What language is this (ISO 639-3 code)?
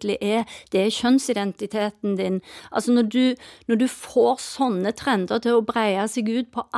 nor